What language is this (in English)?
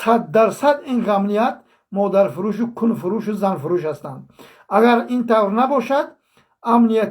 Tajik